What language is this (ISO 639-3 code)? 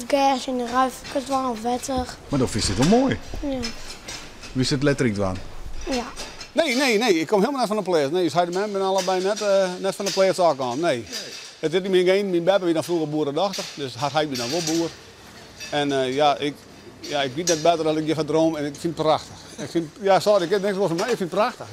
fry